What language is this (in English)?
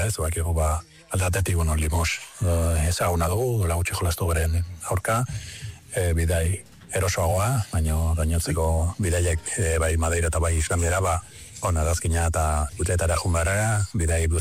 Basque